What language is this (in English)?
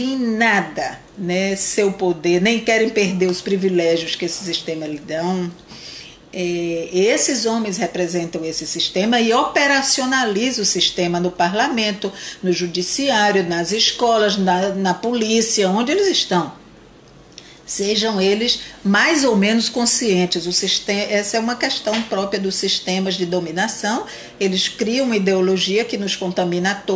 Portuguese